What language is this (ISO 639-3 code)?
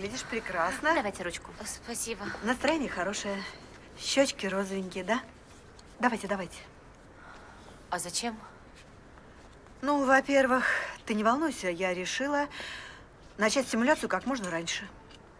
rus